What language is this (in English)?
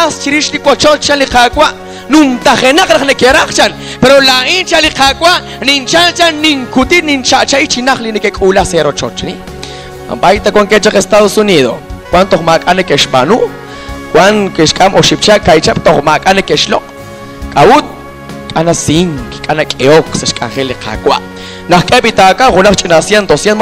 Kekchí